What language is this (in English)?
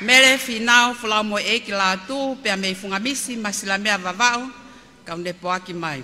Tongan